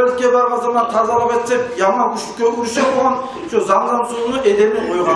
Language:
Kumyk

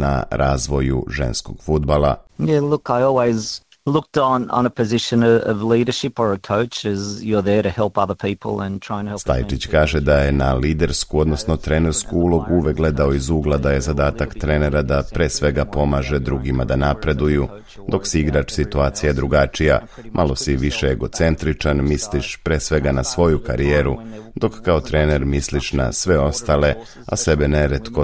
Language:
Serbian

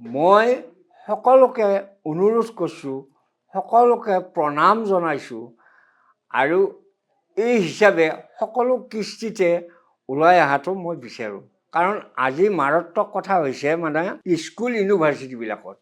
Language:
Assamese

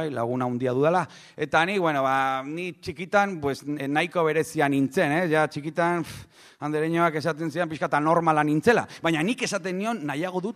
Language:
Basque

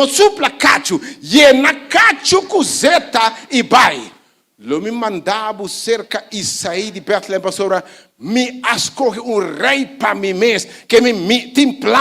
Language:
Papiamento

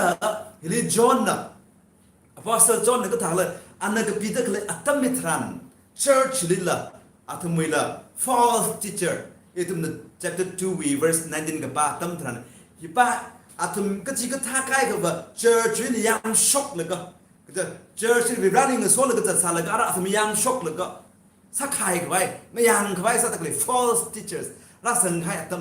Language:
Tangkhul Naga (India)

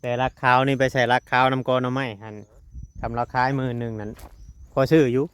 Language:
Northeastern Thai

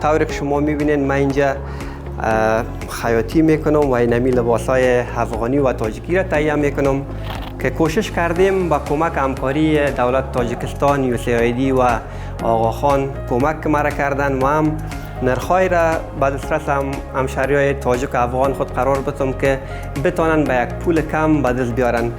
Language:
Tajik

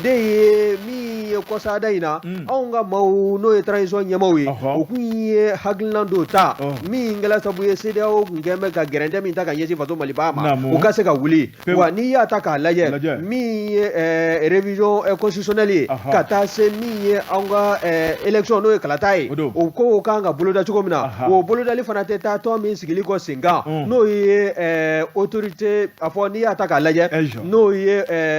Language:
Bambara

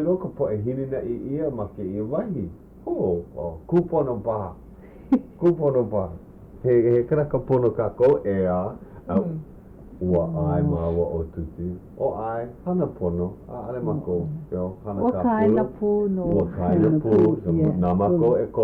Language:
Hawaiian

